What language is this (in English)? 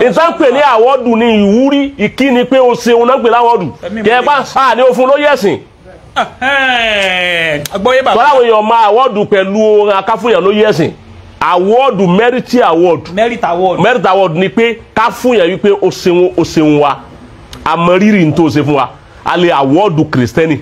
Yoruba